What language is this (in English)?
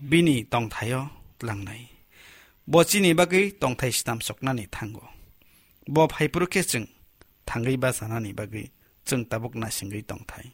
Kok Borok